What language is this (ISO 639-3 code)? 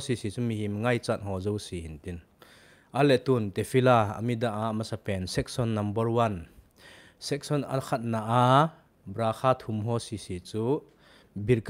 tcz